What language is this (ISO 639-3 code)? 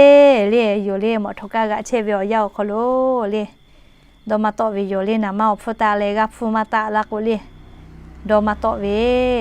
lhu